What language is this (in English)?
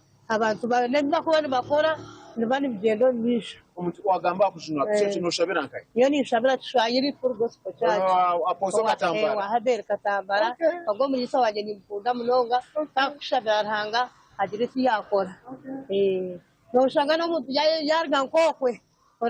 Nyankole